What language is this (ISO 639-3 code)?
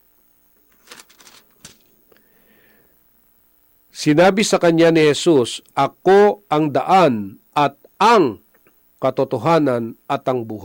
fil